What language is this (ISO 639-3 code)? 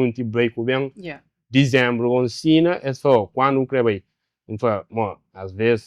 kea